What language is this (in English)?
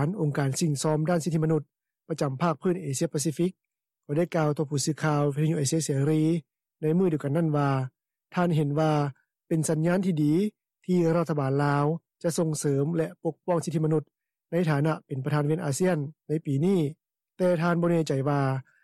Lao